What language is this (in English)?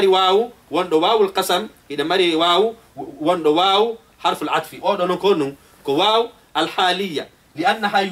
Fula